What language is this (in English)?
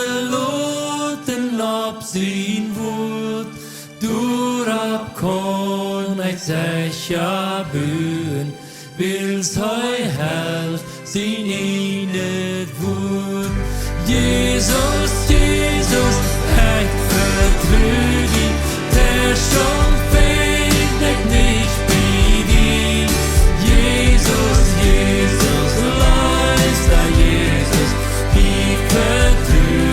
Plautdietsch